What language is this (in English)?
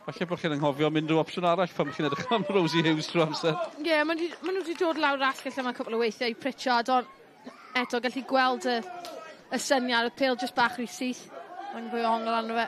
Welsh